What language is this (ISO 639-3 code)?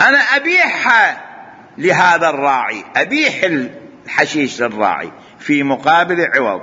acm